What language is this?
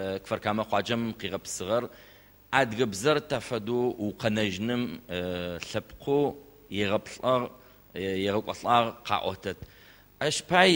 Adyghe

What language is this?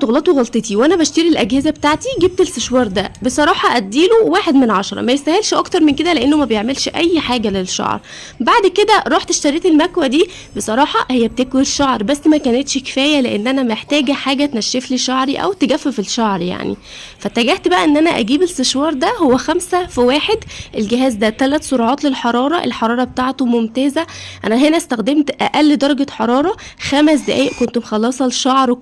Egyptian Arabic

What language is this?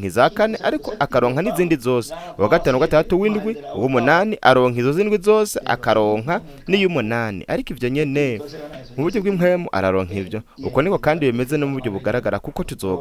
Rundi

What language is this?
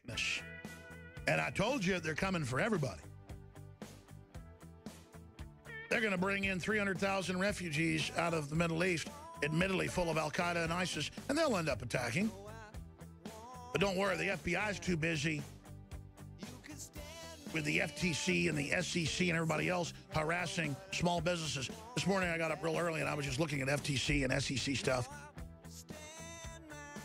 English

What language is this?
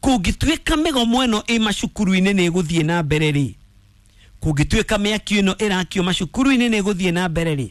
Kikuyu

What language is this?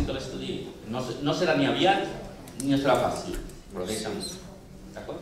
Catalan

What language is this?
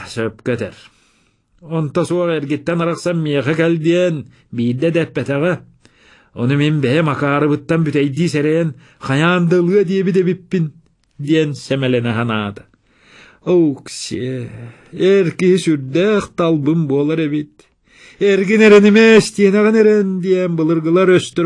Yakut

